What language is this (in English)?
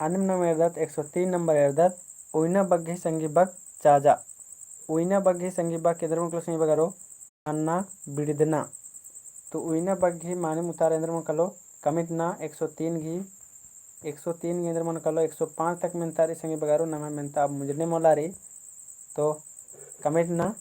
Kurukh